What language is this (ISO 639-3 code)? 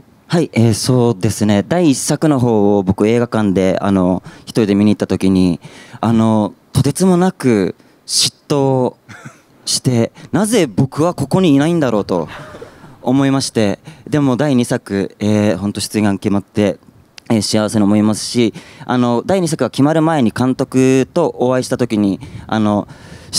jpn